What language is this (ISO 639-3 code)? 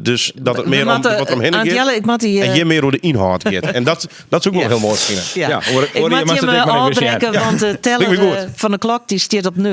fry